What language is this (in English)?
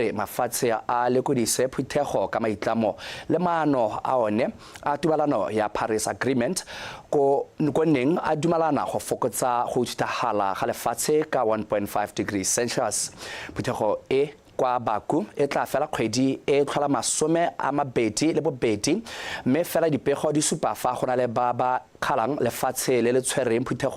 Tswana